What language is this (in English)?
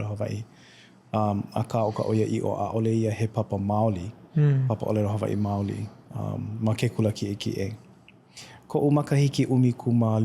Hawaiian